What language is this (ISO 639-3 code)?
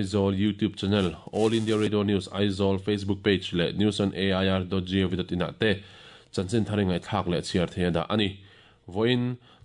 lus